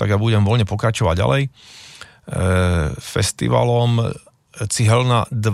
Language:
Slovak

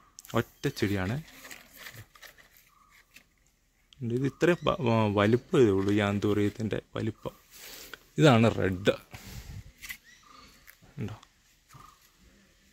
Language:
Malayalam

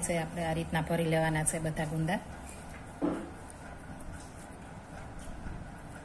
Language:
Gujarati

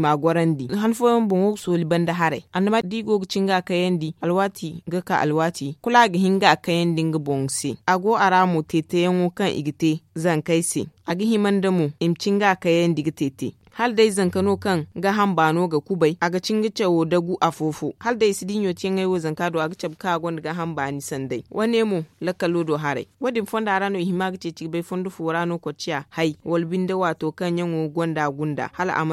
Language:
Zarma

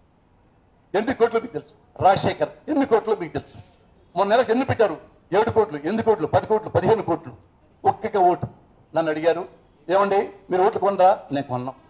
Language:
Telugu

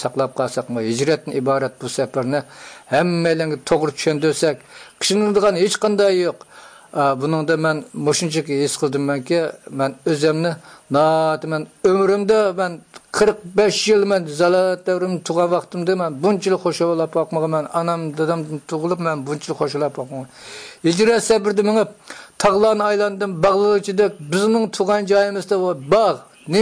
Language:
Uyghur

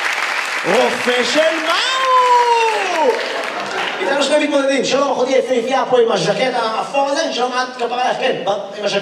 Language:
Hebrew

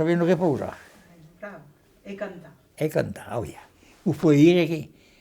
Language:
Occitan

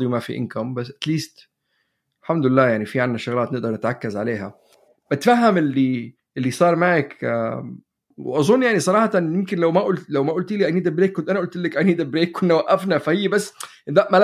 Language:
North Levantine Arabic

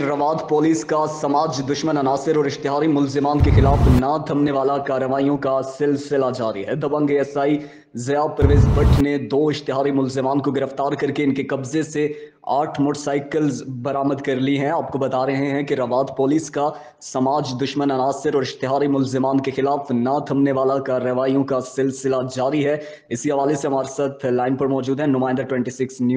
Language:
Urdu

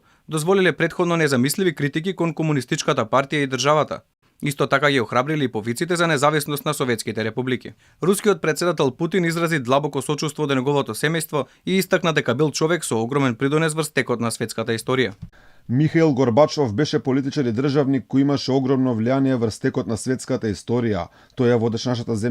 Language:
Macedonian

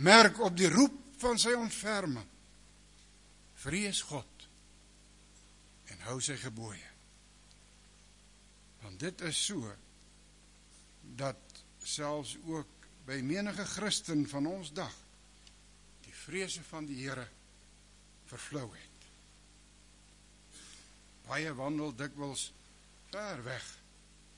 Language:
Afrikaans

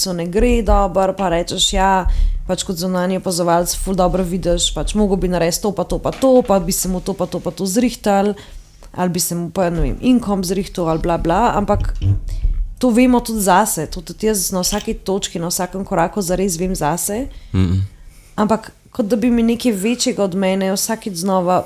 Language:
Slovenian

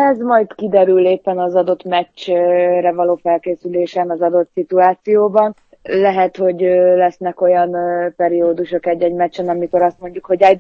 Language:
Hungarian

